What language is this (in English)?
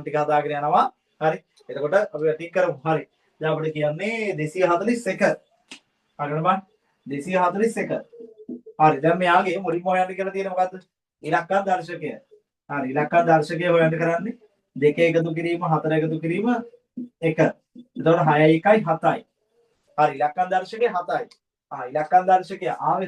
Sinhala